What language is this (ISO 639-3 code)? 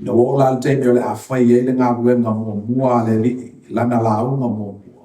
smo